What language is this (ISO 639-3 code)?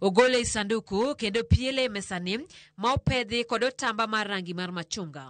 luo